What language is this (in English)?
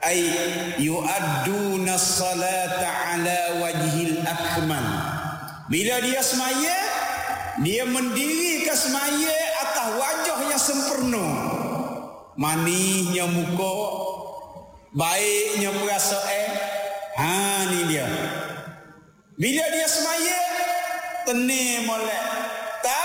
Malay